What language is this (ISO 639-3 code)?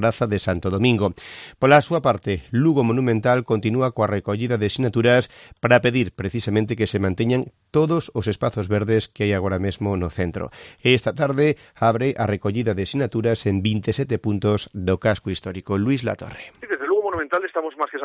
glg